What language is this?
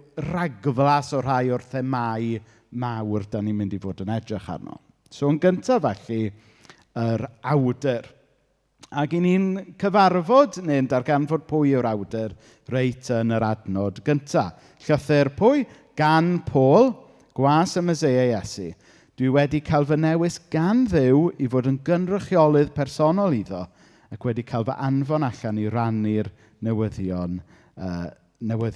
Welsh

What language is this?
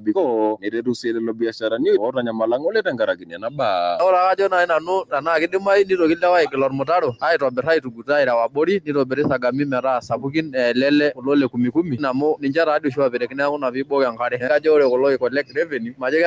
Masai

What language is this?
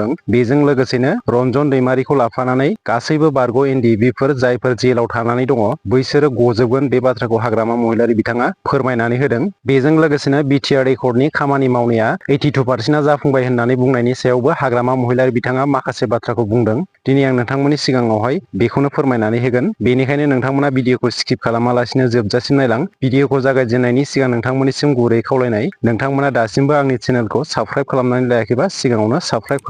Bodo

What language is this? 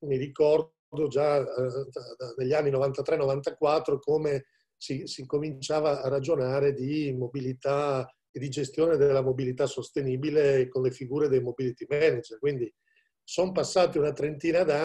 Italian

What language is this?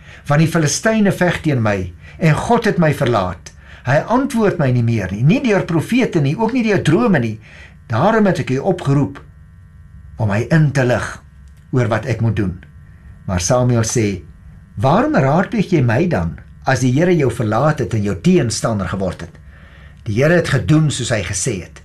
Afrikaans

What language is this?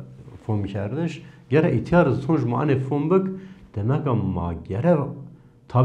Zaza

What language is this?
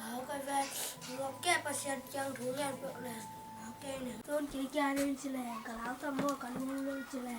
Tedim Chin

